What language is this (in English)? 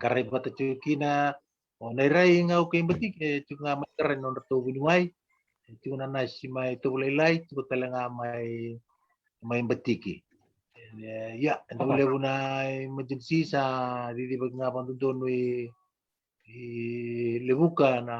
Fijian